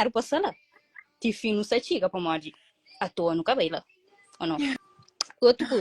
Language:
Kabuverdianu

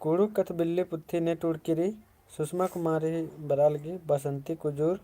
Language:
Kurukh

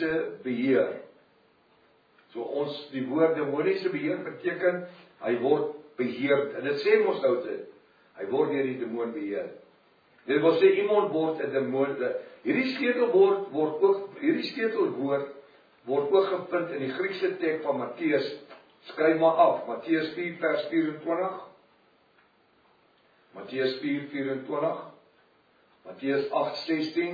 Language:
Afrikaans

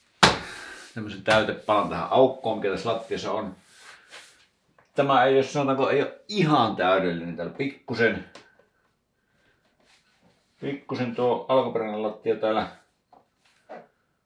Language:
Finnish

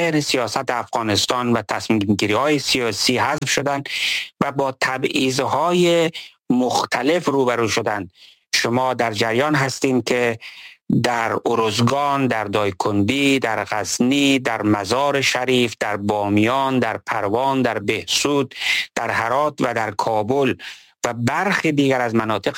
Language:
Persian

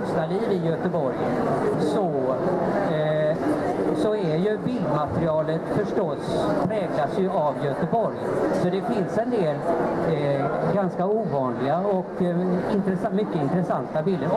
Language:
Swedish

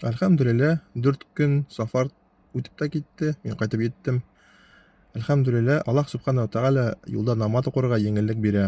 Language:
Bashkir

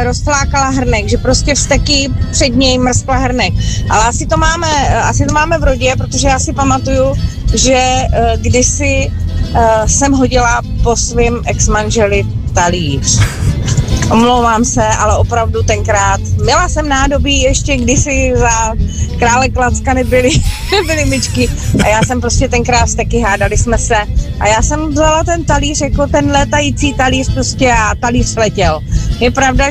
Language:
Czech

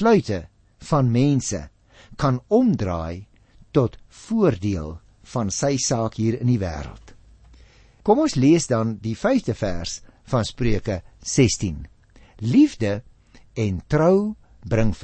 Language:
Afrikaans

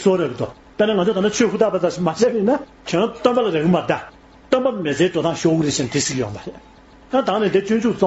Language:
Tibetan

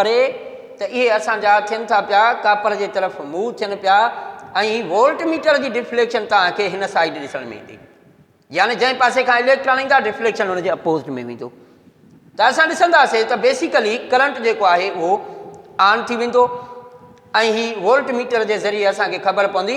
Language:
Sindhi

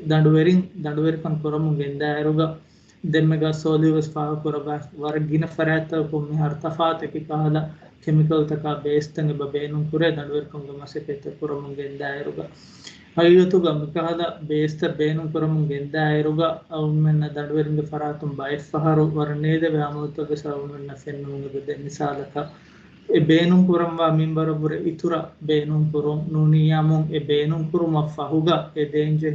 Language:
Divehi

